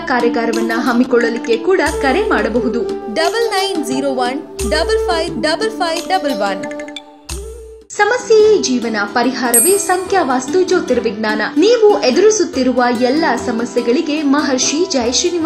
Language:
Kannada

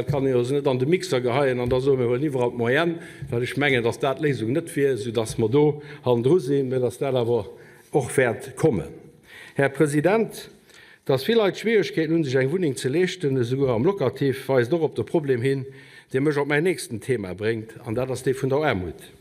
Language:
Luxembourgish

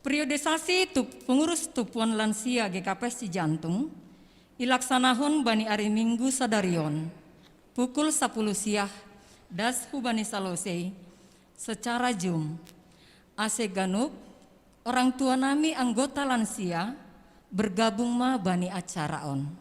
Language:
Batak Simalungun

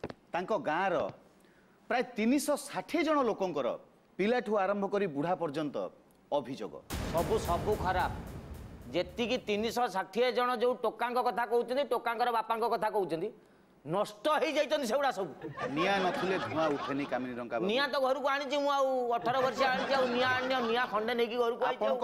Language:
Odia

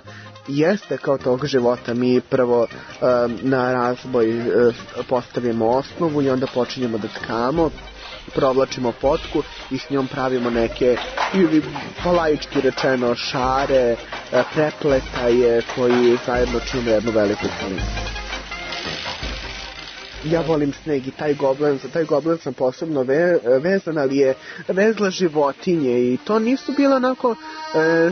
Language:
Serbian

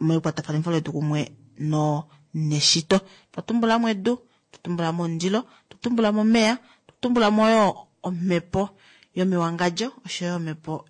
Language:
Kuanyama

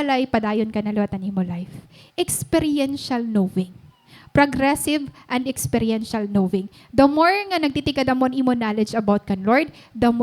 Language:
Waray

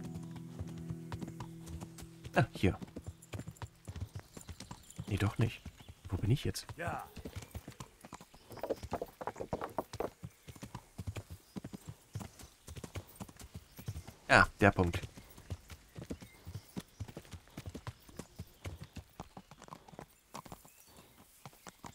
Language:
German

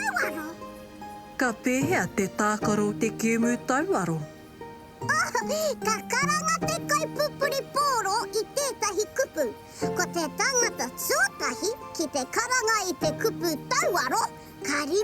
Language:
Māori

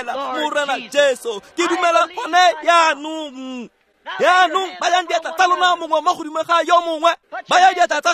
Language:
Tswana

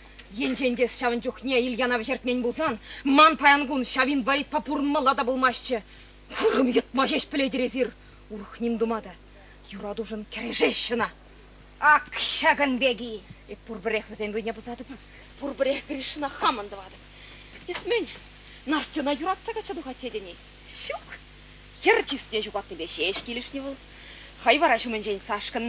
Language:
Chuvash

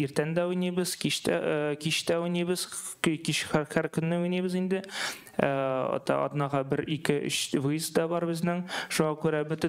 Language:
Tatar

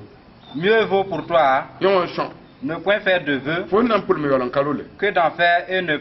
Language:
Mossi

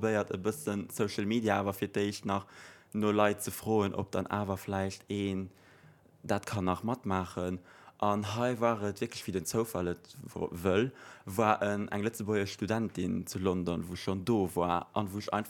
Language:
Luxembourgish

